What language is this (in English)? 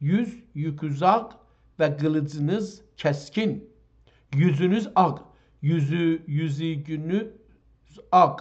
South Azerbaijani